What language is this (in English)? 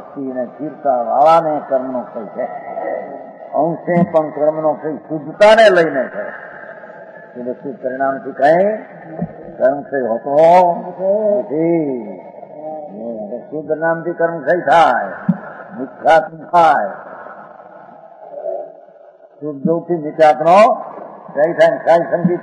Gujarati